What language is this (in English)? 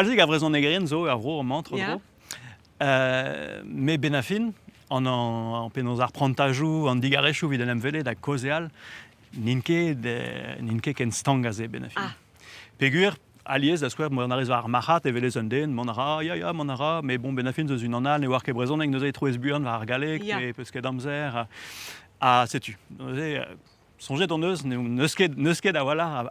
Breton